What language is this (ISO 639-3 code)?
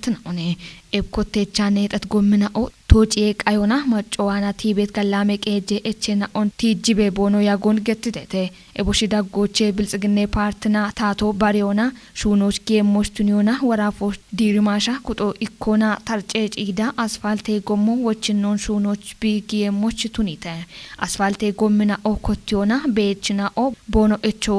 kbr